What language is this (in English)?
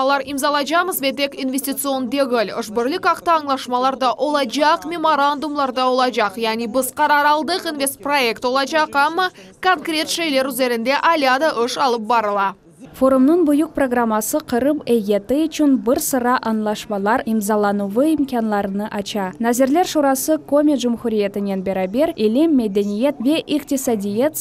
Crimean Tatar